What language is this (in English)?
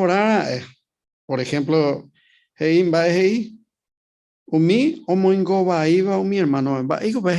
Guarani